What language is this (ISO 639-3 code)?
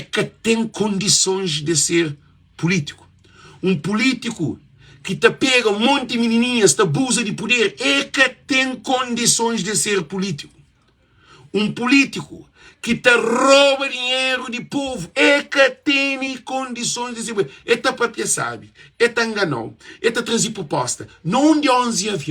kea